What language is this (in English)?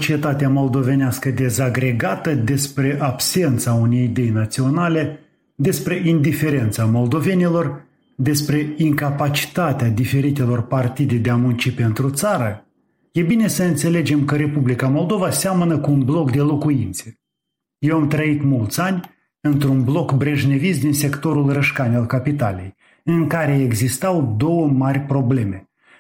Romanian